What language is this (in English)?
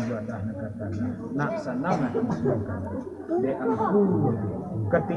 Minangkabau